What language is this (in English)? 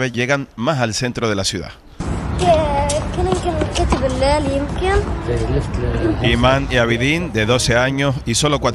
Spanish